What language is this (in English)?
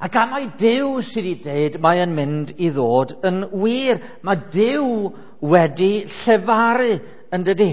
Welsh